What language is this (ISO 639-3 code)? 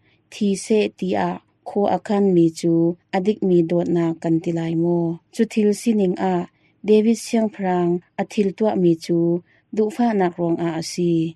cnh